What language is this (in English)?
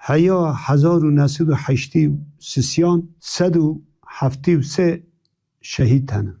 Kurdish